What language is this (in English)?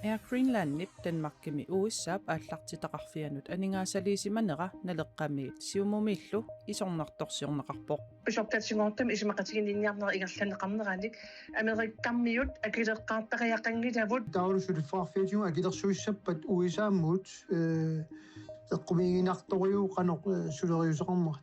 Kalaallisut